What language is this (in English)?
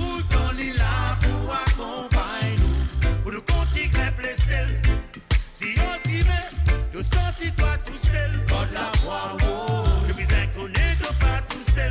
Morisyen